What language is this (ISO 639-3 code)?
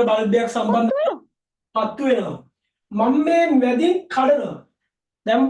sin